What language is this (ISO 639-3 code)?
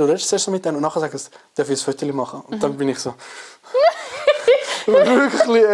gsw